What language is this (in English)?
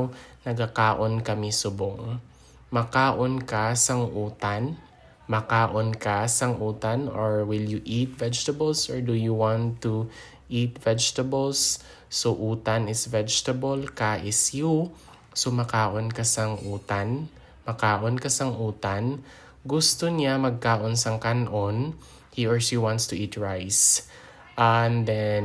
Hiligaynon